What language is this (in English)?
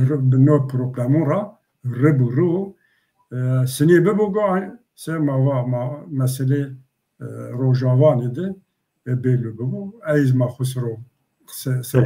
Zaza